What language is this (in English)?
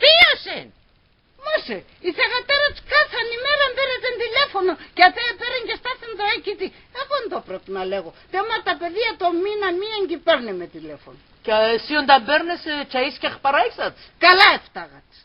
Pontic